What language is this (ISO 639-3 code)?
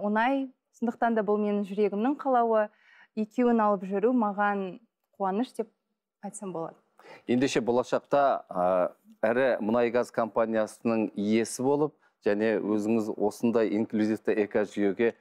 kaz